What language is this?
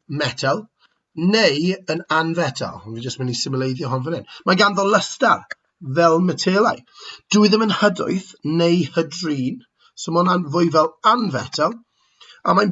Welsh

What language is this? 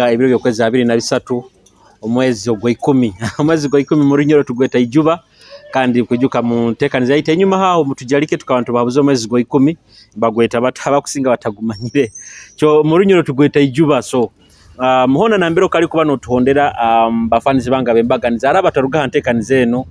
Nyoro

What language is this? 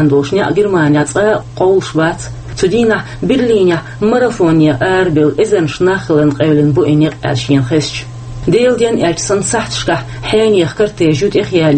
Chechen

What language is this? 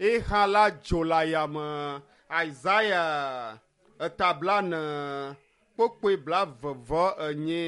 Ewe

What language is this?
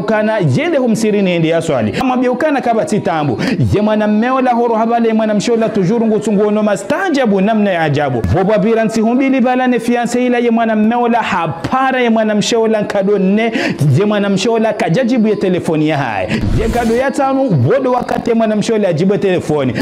Ngazidja Comorian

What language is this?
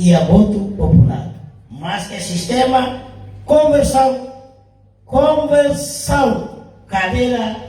Tetum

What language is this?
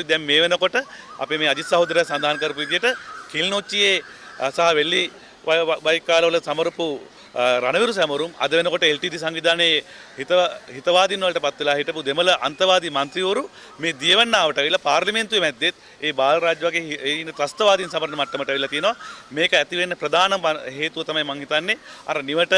Sinhala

